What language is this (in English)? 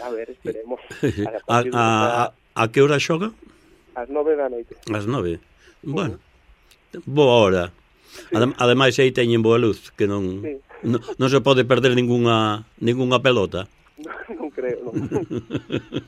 Galician